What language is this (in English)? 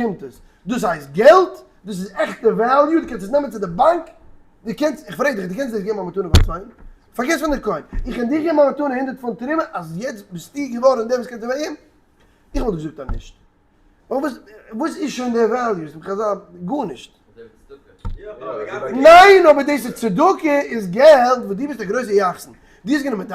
Yiddish